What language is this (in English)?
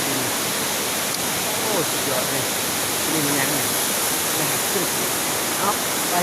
Lao